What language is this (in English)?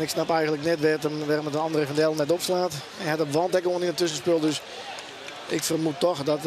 Western Frisian